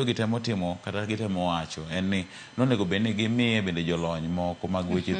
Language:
Luo (Kenya and Tanzania)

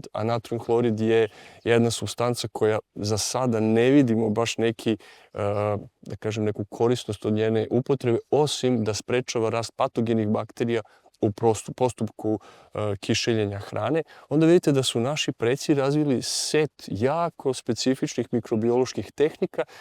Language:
Serbian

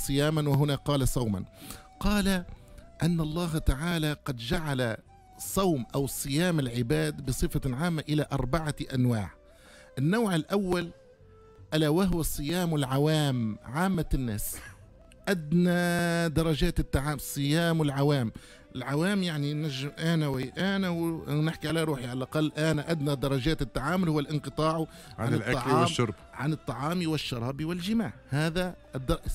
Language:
Tunisian Arabic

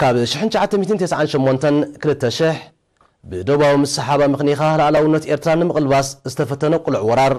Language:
Tigrinya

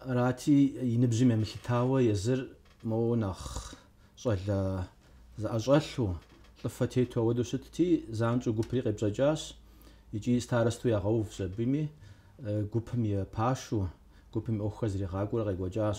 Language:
Kabardian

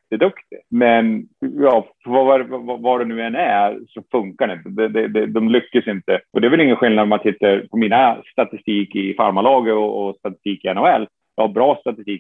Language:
Swedish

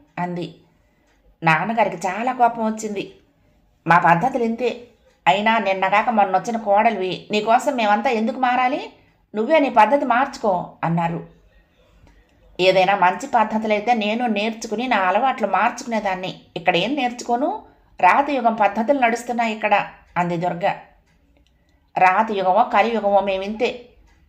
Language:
Telugu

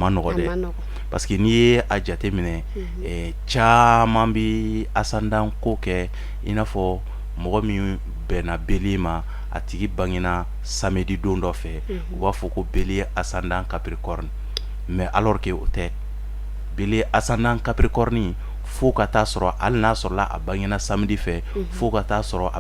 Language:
Bambara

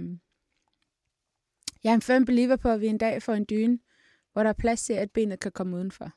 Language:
Danish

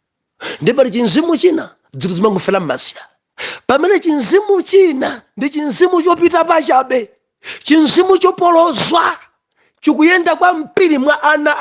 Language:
Nyanja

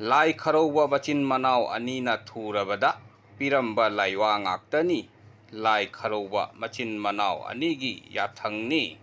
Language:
Manipuri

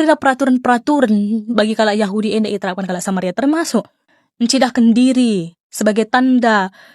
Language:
Batak Karo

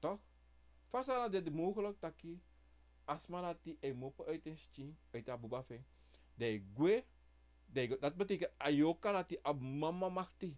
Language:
Sranan Tongo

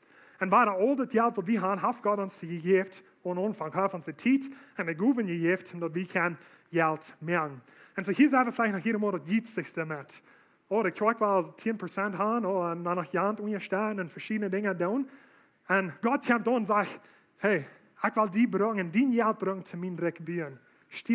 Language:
Plautdietsch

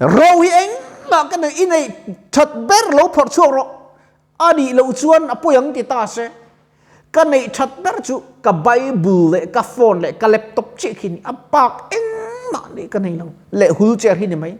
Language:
Mizo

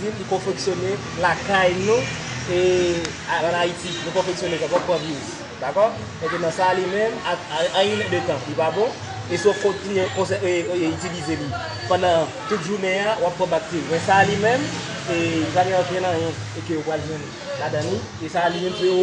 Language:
Haitian Creole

